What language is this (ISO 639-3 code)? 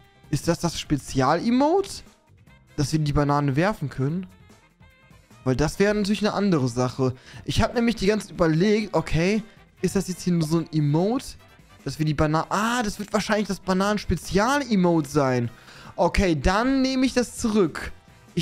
deu